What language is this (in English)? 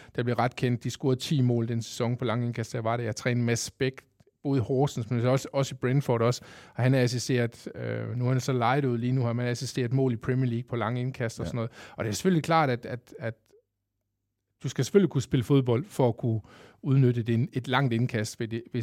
Danish